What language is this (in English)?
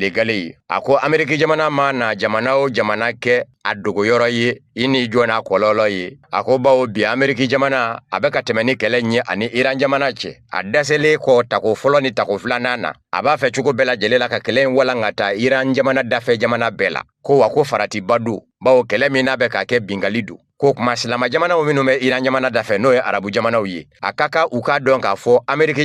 Bambara